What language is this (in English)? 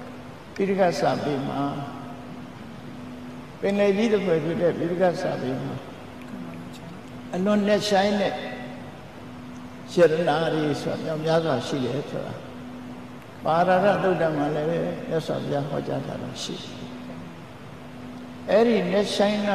Burmese